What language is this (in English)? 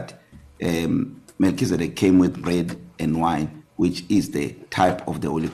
English